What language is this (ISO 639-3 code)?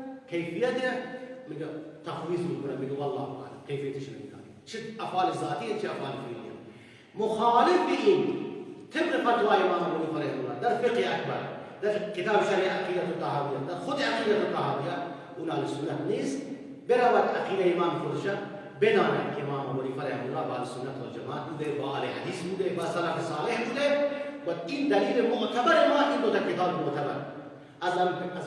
fas